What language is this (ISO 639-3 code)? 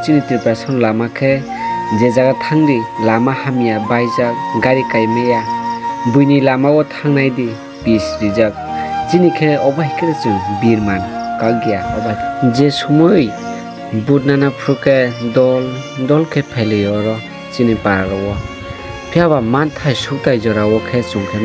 trp